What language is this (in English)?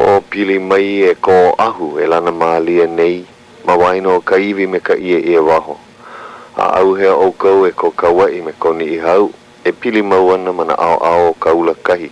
Hawaiian